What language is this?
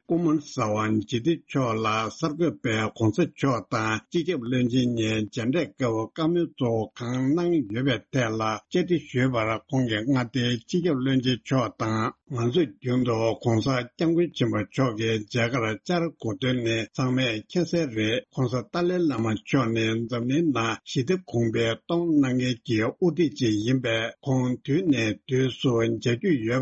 Tibetan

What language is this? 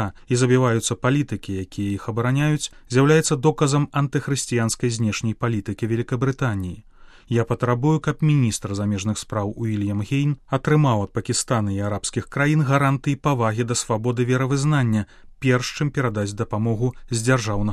Belarusian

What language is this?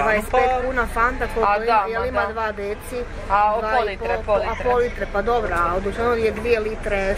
Croatian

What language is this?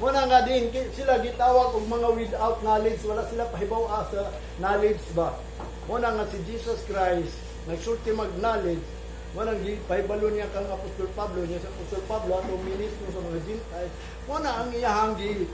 Cebuano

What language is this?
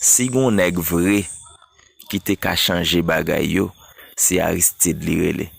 Haitian Creole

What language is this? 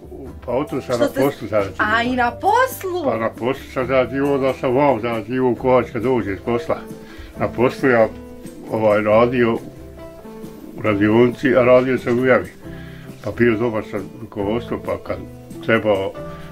Bosnian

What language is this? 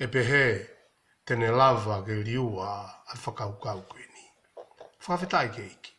Tongan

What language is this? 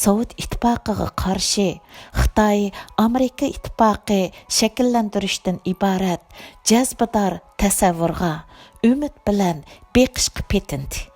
Uyghur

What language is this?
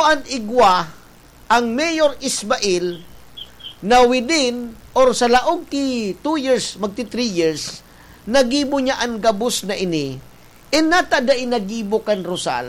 Bikol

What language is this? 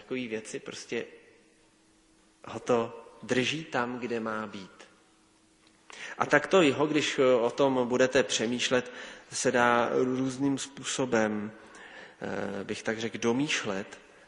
Czech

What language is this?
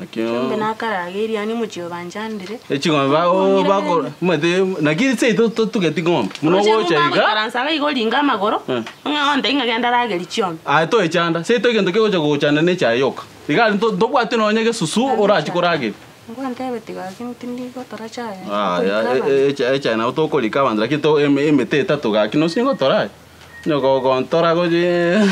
Gusii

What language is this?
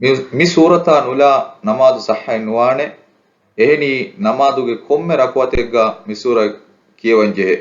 Divehi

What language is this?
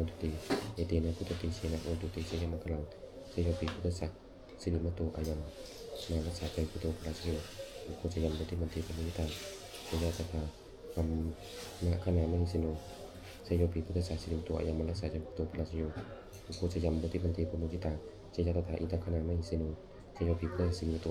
Pali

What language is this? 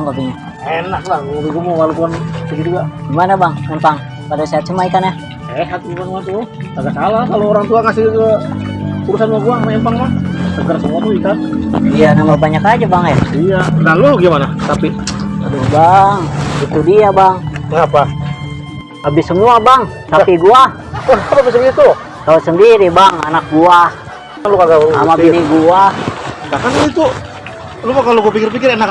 Betawi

